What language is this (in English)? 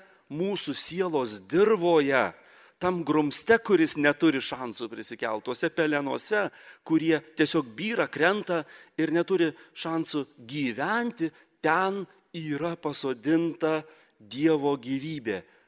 Lithuanian